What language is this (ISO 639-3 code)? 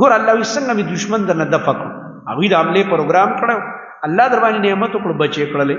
pus